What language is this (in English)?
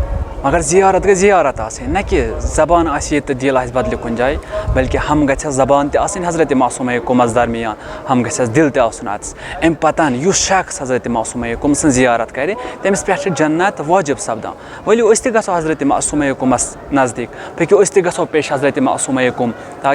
Kashmiri